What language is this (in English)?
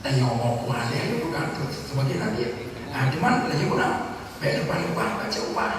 Achinese